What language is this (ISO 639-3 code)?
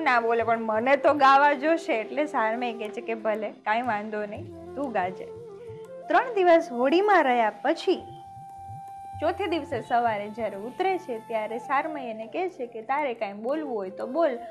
guj